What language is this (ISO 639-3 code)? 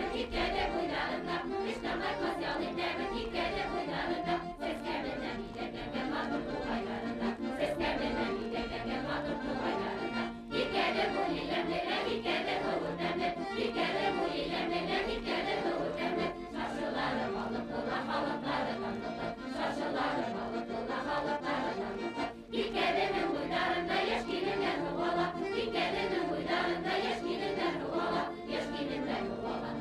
bak